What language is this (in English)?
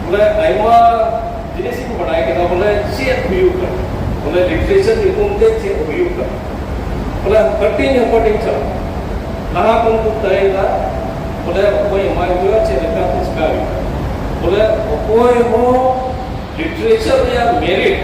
Santali